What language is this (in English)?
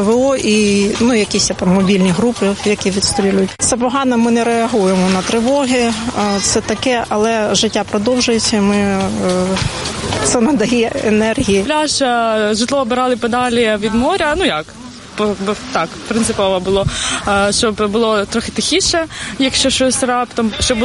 Ukrainian